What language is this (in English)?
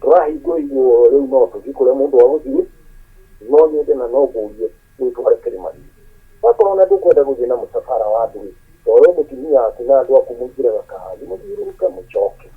Kikuyu